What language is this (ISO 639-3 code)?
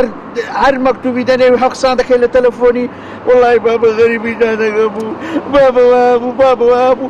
ckb